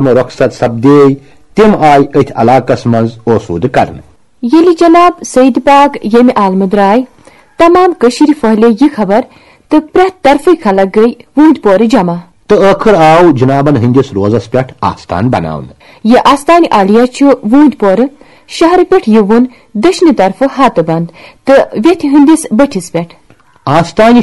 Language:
Kashmiri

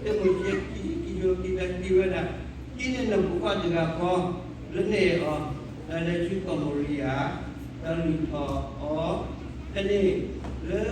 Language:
S'gaw Karen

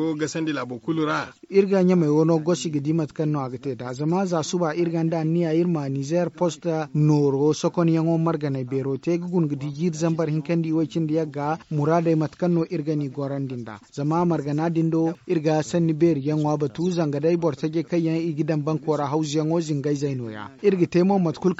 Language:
Zarma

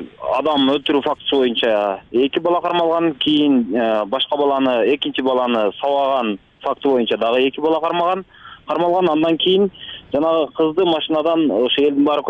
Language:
Kyrgyz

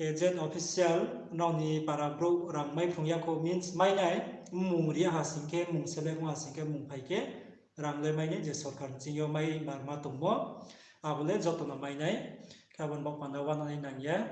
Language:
Riang (India)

